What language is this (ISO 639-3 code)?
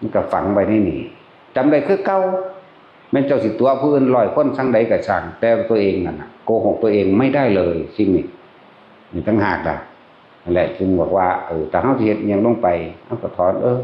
tts